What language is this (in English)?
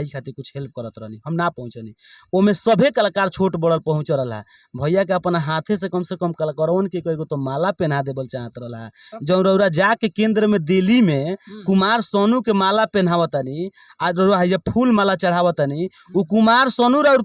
Bhojpuri